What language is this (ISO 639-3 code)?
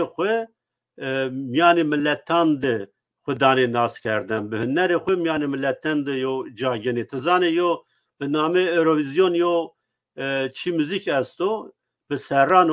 zza